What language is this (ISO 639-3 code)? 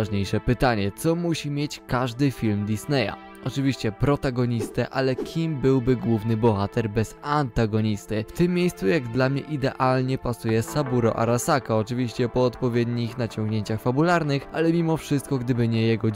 pol